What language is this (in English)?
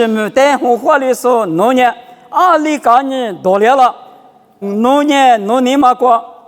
Lisu